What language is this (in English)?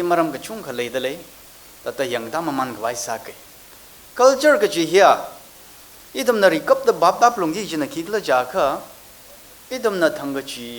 Tangkhul Naga (India)